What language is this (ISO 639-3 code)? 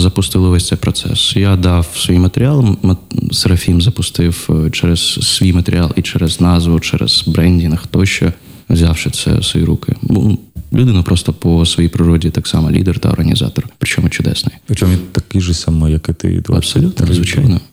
ukr